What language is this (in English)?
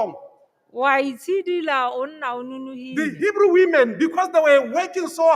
Tswana